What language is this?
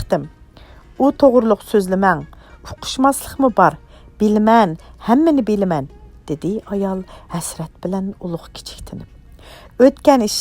Uyghur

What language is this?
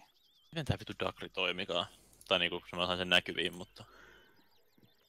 Finnish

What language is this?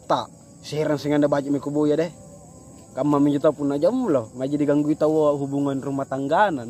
Makasar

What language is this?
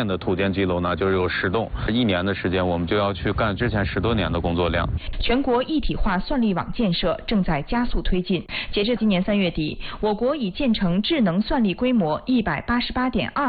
Chinese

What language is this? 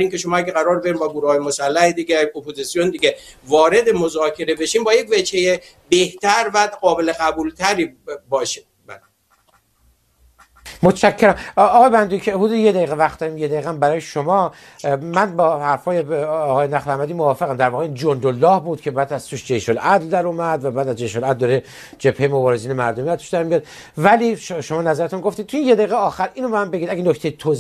Persian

